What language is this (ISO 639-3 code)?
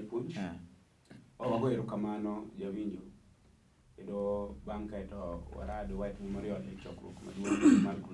luo